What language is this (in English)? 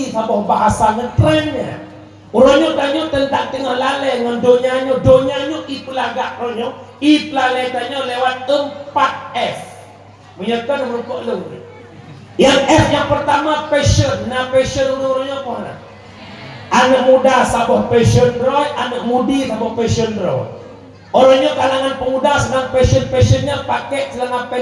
Achinese